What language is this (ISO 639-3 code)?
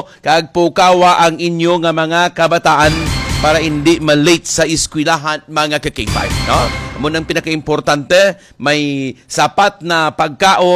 hil